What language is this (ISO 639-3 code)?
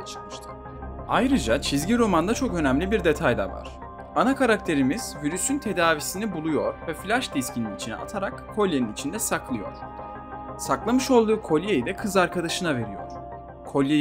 tur